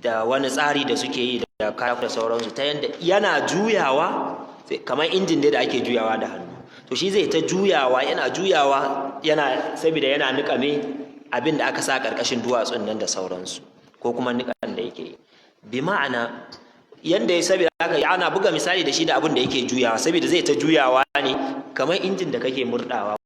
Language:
Hausa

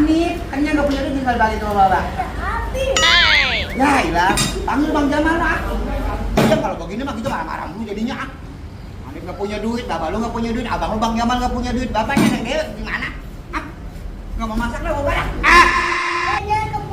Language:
Betawi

